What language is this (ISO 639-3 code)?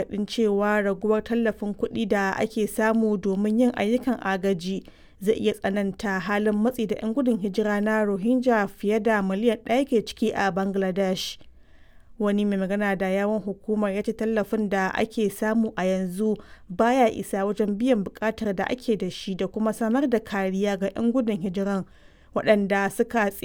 hau